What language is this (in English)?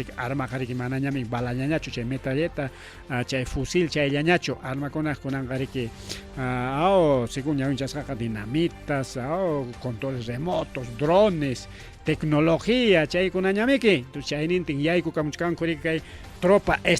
Ayacucho Quechua